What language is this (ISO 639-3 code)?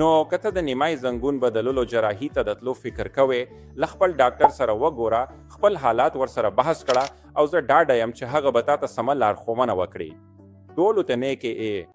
pus